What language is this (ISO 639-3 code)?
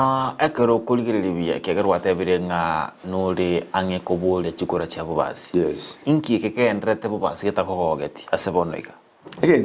guz